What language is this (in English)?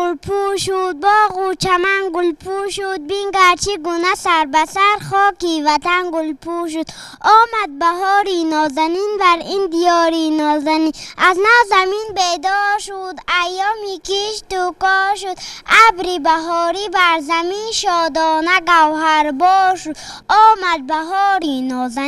Tajik